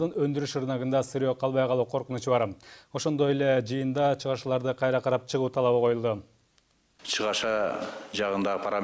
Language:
Kyrgyz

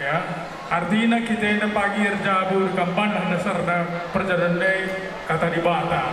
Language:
Batak Karo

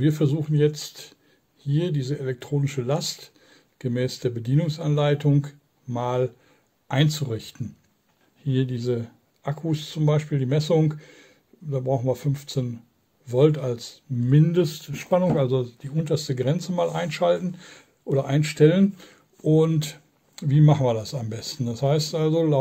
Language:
German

